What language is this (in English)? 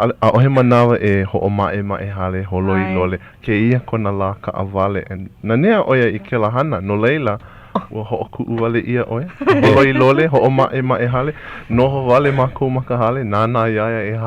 Hawaiian